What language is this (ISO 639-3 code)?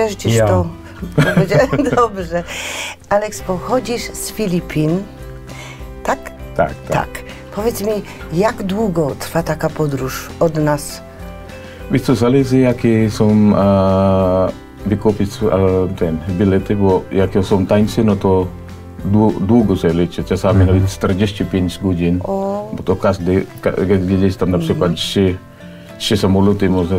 pol